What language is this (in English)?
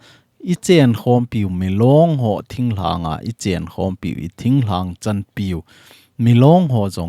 Thado Chin